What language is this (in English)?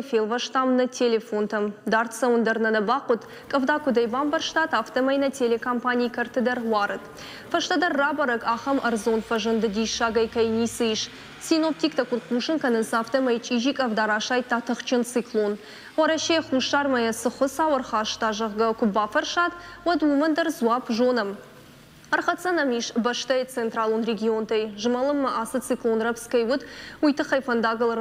Ossetic